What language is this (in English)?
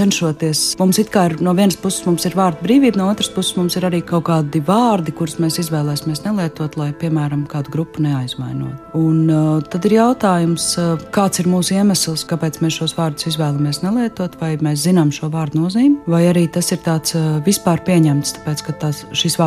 Latvian